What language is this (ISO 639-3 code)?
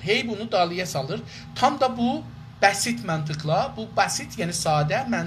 azb